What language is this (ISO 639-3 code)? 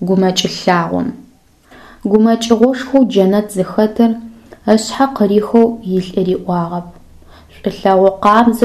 ady